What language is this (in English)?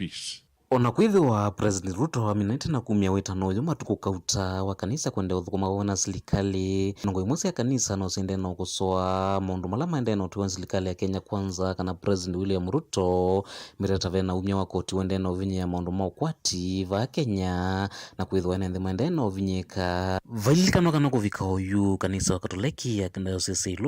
Kamba